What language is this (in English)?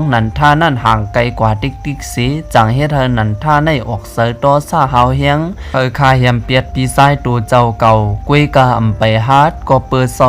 Shan